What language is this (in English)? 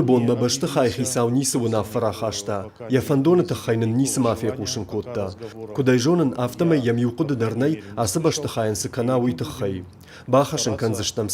Ossetic